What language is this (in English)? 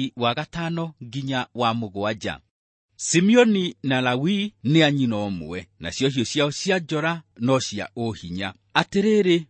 Kikuyu